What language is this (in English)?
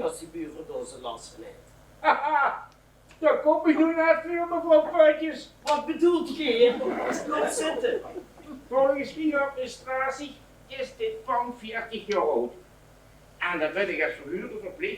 Limburgish